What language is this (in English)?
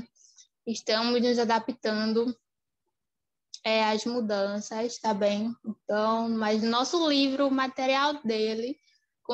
Portuguese